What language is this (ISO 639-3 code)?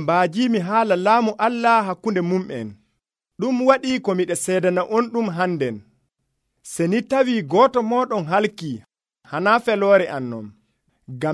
fuv